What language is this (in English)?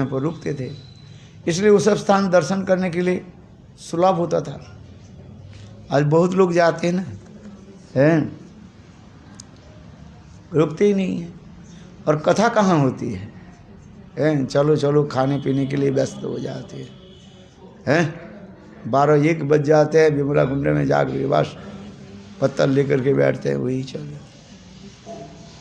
Hindi